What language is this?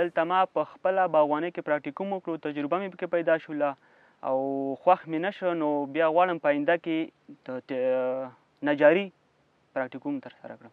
Pashto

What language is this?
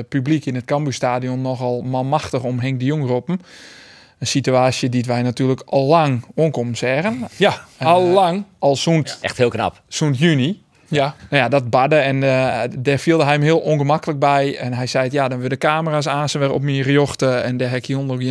Western Frisian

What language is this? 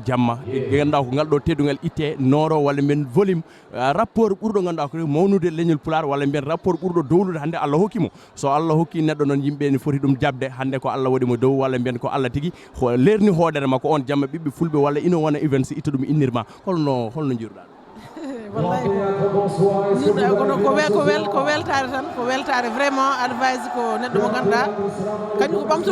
Fula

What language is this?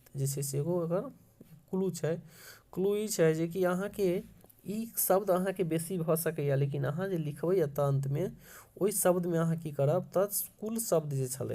Maithili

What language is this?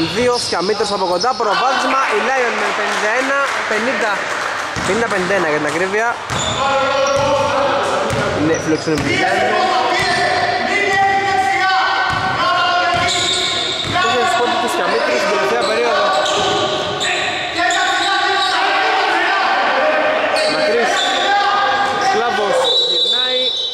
Greek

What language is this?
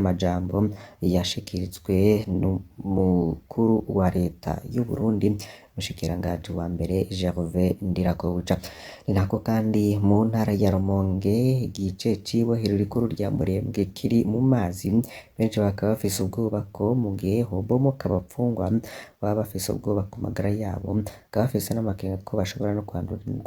Rundi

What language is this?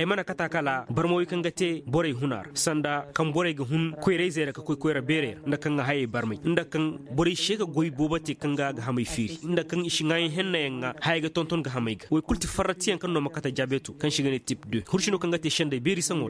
Koyraboro Senni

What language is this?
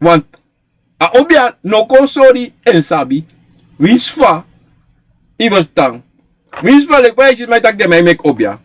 Sranan Tongo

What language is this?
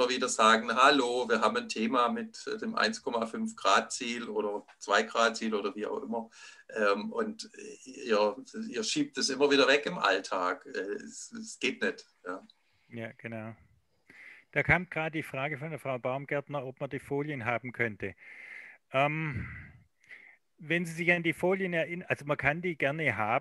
German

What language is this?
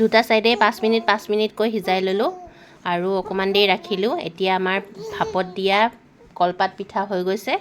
Assamese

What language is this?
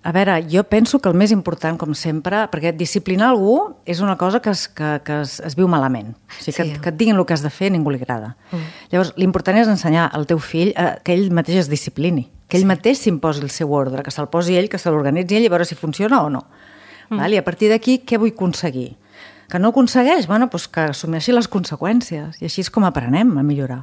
Catalan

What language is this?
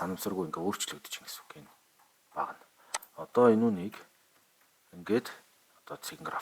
Mongolian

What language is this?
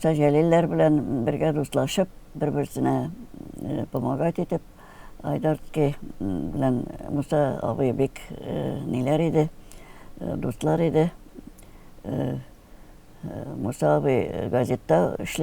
Tatar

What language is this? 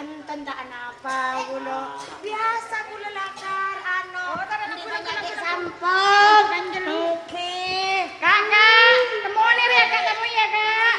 Madurese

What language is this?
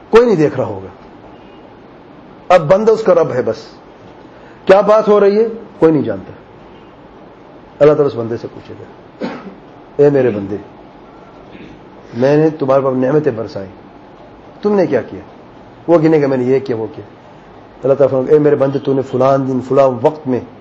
Urdu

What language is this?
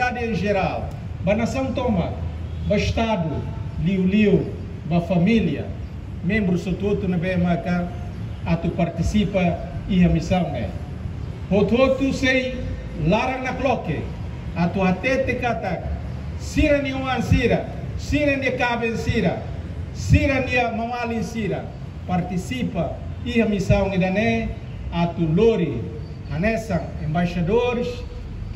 Tetum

